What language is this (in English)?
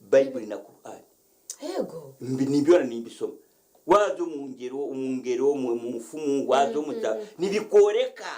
Nyankole